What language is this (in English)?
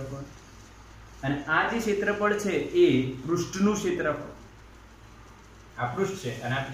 Gujarati